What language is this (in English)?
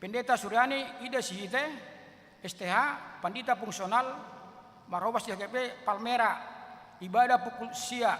Batak Toba